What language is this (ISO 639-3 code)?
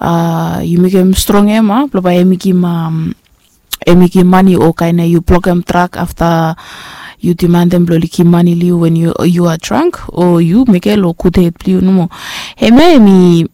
bis